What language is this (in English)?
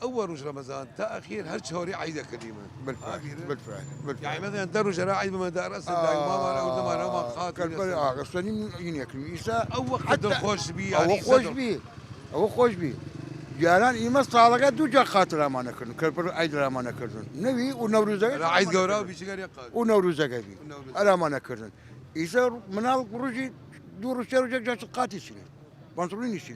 Southern Kurdish